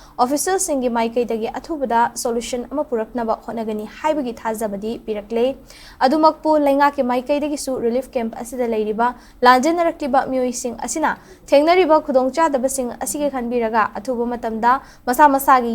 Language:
Manipuri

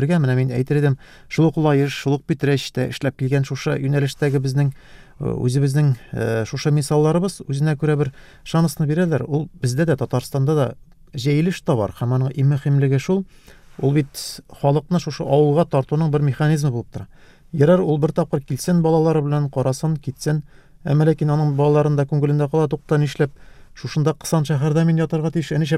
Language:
Tatar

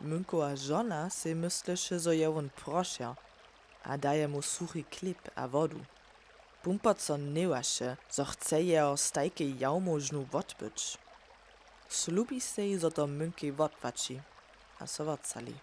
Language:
Upper Sorbian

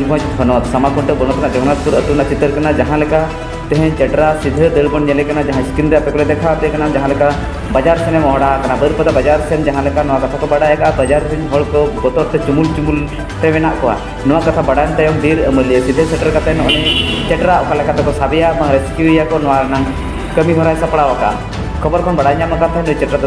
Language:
Santali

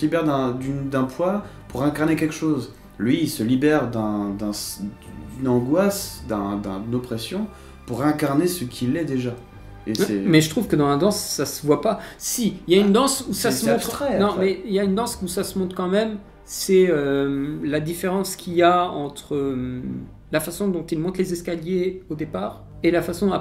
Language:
French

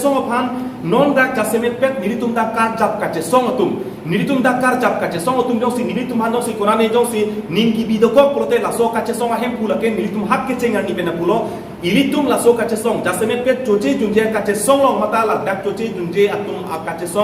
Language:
Karbi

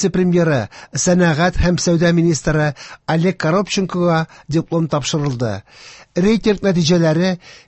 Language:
Tatar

